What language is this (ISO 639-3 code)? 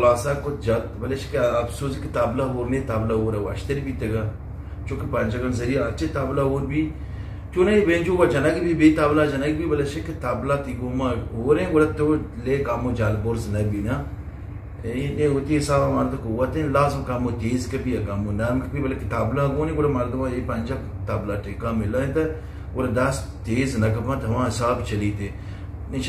bgp